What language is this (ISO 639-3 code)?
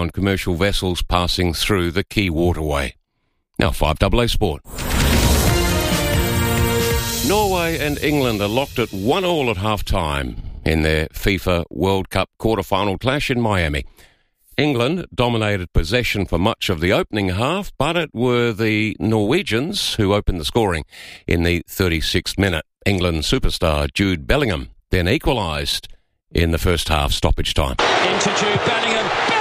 eng